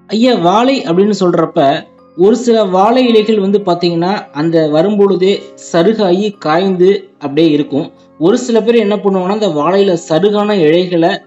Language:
Tamil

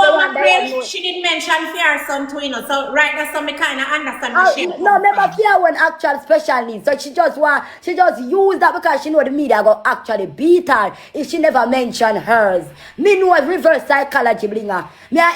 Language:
Jamaican Creole English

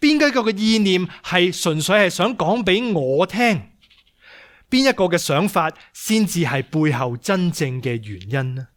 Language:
Cantonese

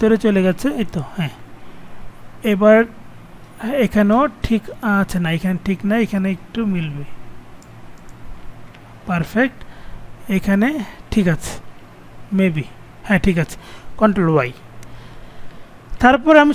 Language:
Bangla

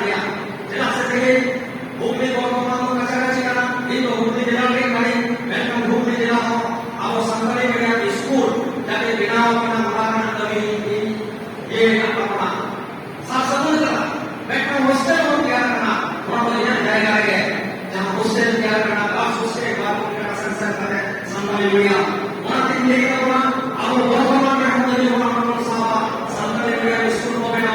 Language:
Santali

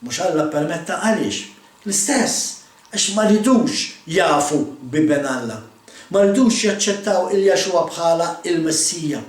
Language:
Maltese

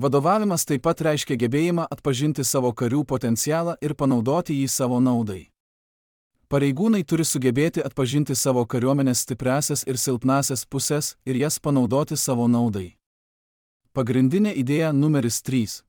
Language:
Lithuanian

